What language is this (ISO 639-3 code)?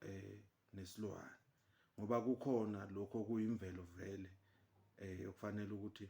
zul